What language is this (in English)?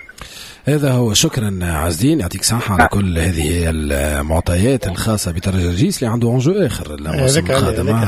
Tunisian Arabic